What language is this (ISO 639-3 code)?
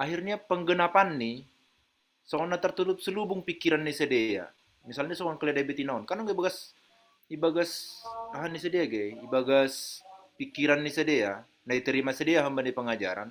bts